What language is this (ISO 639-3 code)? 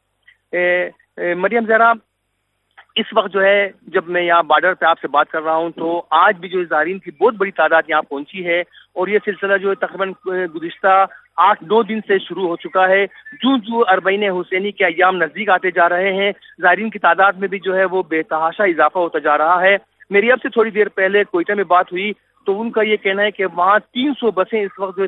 urd